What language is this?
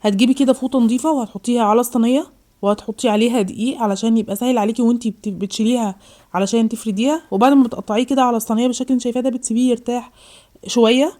Egyptian Arabic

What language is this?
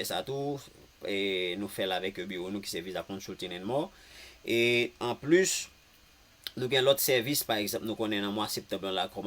Haitian Creole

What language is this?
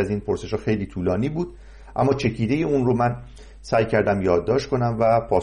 Persian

